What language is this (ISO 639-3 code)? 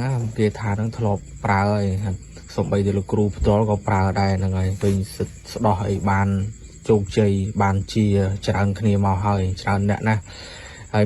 khm